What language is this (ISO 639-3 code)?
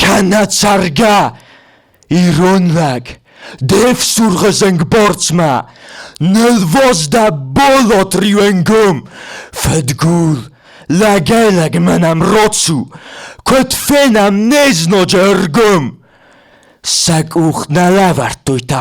oss